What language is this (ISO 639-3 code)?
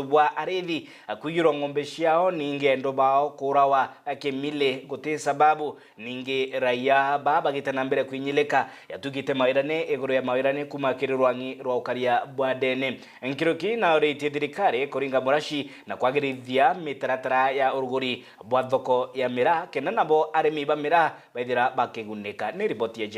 mer